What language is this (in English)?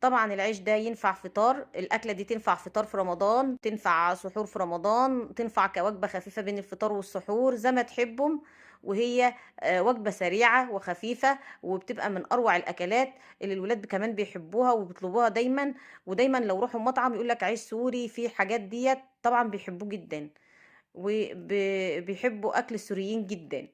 Egyptian Arabic